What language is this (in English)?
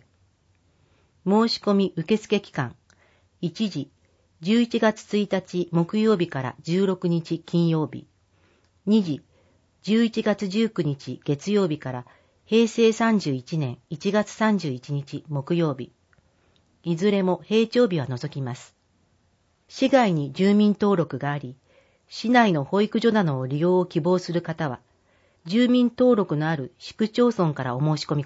Japanese